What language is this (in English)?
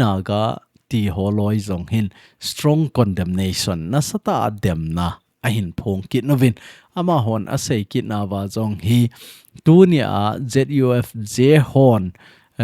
Thado Chin